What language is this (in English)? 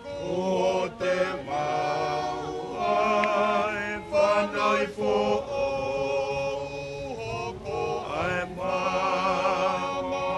Tongan